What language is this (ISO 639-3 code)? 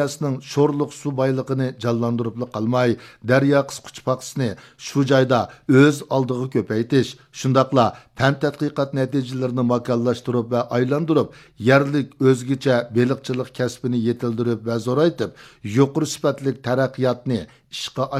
uig